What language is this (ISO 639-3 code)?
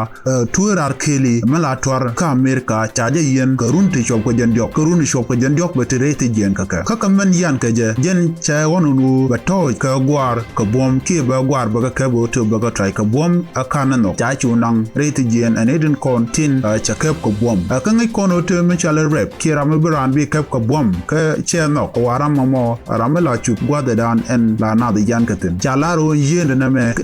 nus